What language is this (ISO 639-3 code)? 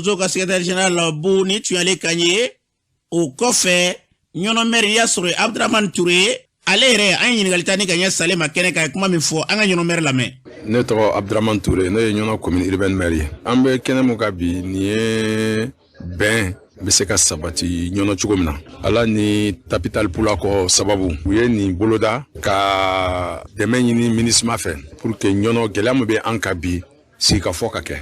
bam